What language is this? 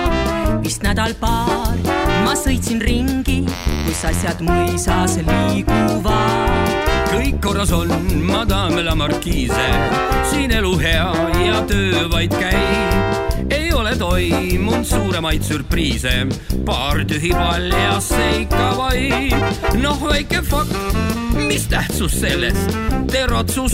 Estonian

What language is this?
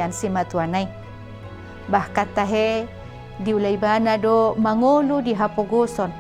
Batak Toba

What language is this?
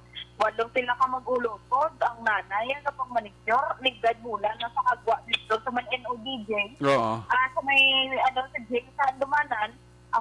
Hiligaynon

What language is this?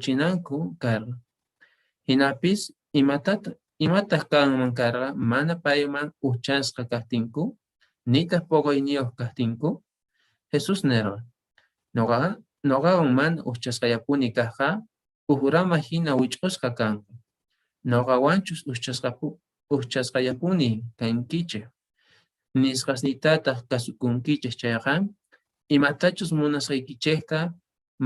Quechua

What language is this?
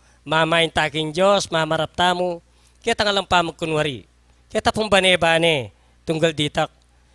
Pampanga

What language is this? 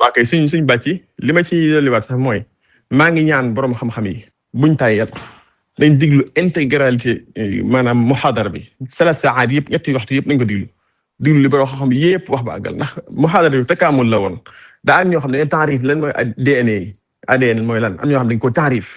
Wolof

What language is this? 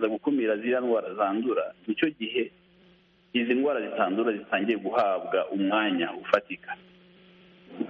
Kinyarwanda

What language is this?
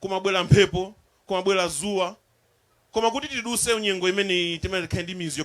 Nyanja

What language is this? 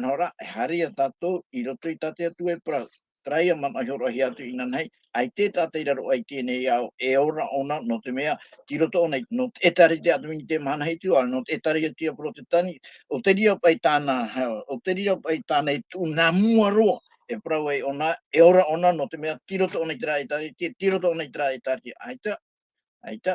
Tahitian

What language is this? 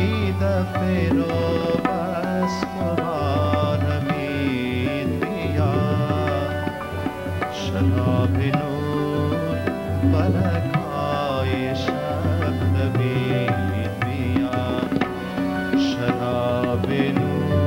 Persian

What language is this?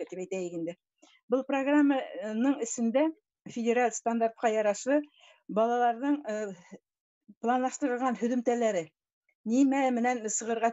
Bashkir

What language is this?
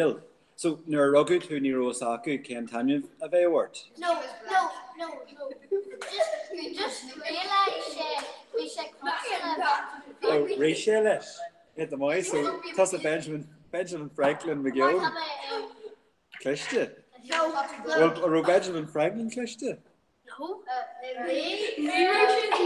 Irish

